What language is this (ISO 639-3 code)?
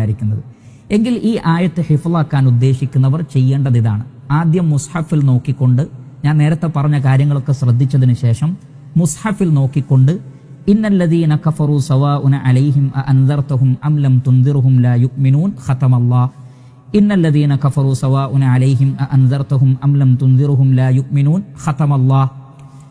mal